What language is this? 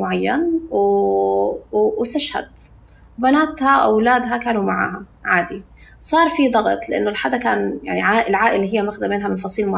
North Levantine Arabic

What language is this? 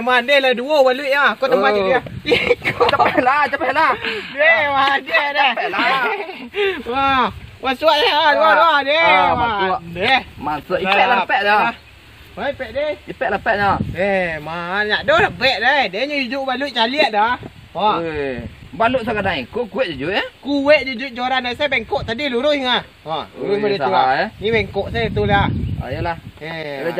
Minangkabau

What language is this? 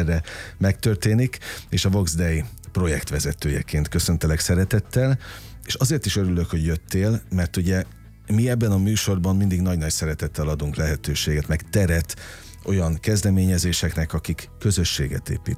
Hungarian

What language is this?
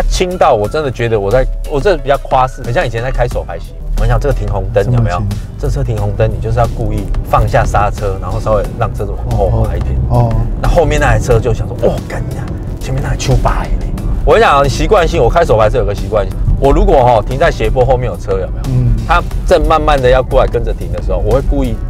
Chinese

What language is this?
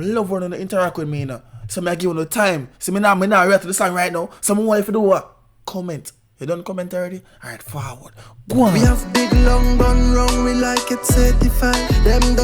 Jamaican Creole English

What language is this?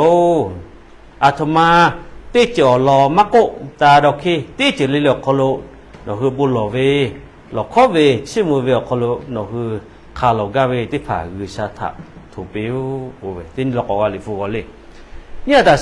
Lahu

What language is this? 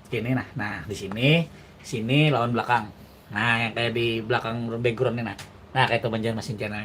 Banjar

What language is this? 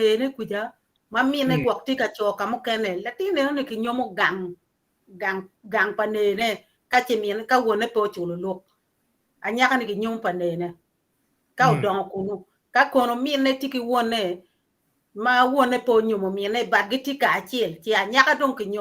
Acoli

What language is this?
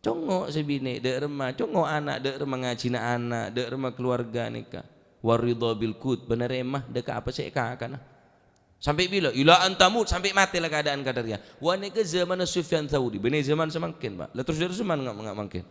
Madurese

